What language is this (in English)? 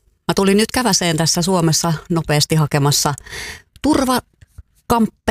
Finnish